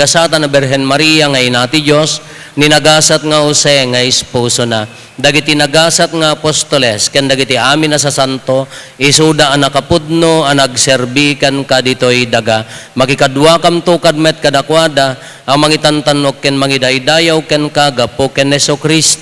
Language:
Iloko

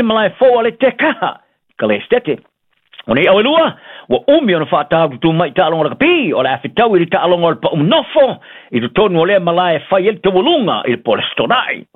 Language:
Samoan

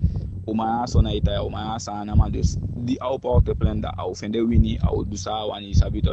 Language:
Eastern Maroon Creole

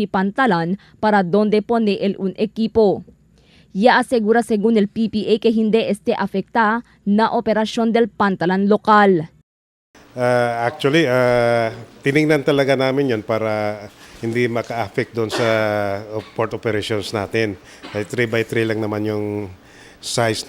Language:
Chavacano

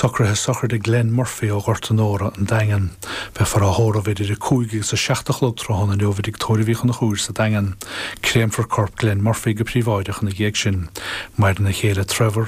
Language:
Irish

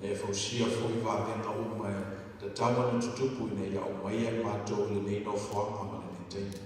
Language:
Samoan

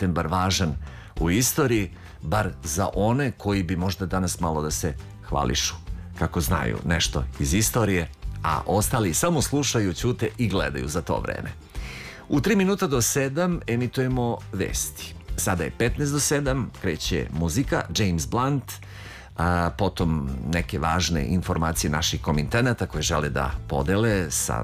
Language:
Serbian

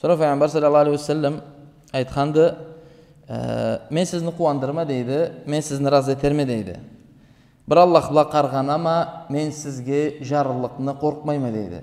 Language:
Karachay-Balkar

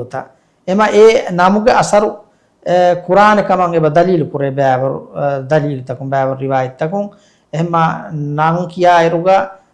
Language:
Divehi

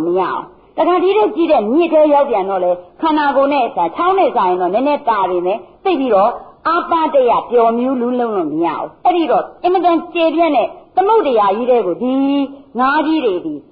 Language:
Burmese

